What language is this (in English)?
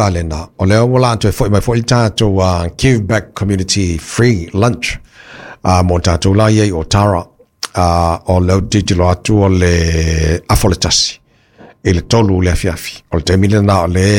Samoan